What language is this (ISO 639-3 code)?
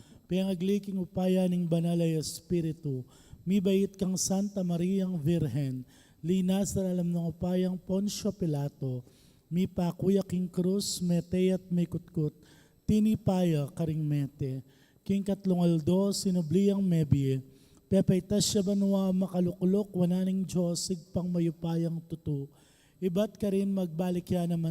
pam